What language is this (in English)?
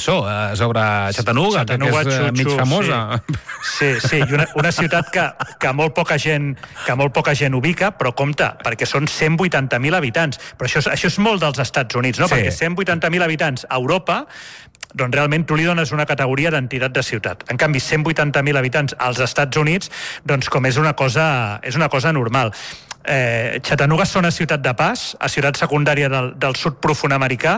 Catalan